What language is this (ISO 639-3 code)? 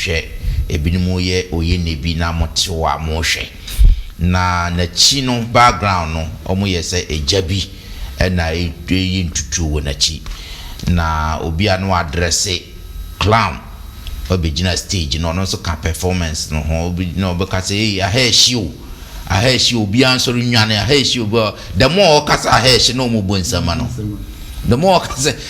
aka